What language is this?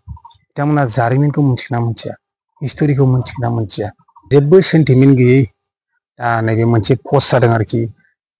Bodo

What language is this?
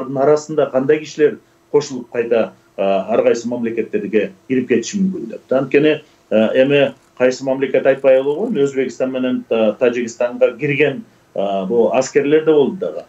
Kyrgyz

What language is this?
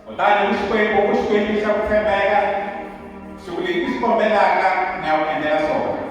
Tsonga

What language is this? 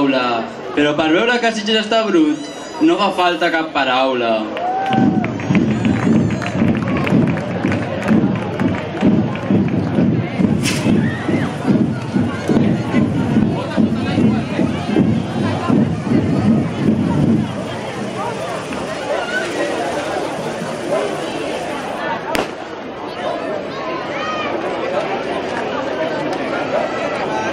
Catalan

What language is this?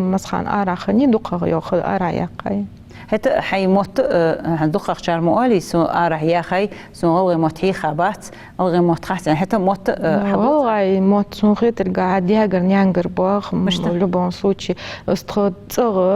Ingush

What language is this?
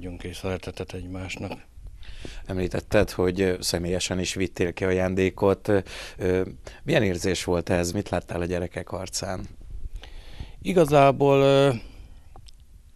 Hungarian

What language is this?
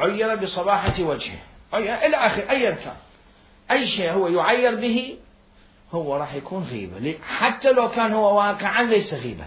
Mesopotamian Arabic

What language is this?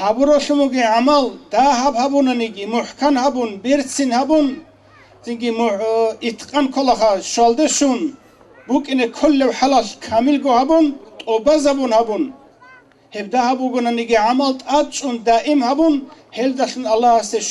Avaric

